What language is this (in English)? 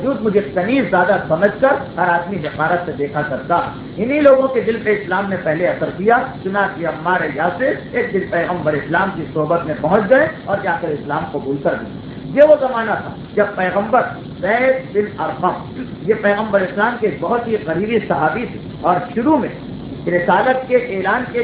Urdu